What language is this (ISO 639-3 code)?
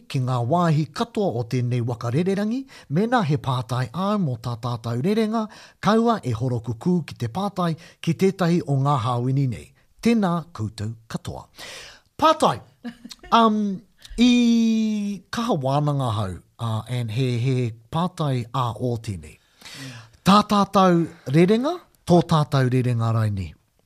mri